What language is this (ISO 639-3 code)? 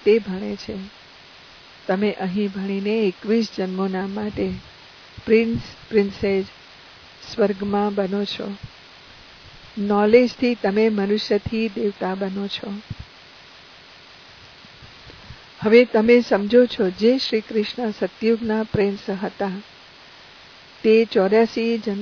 guj